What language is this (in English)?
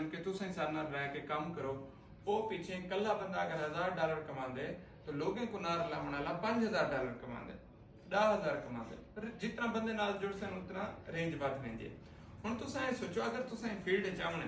Saraiki